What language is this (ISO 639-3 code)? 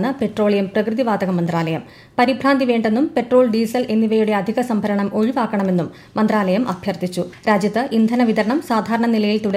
mal